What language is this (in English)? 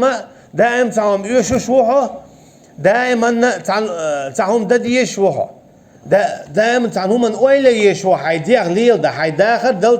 Chechen